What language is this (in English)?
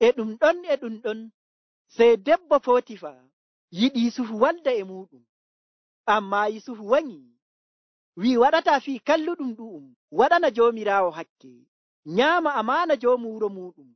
Nigerian Fulfulde